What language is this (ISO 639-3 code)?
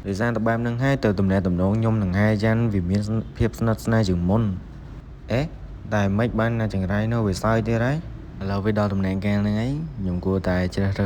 khm